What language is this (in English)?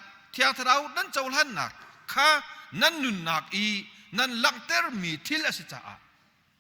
Hakha Chin